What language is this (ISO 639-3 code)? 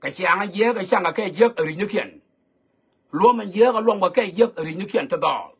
nus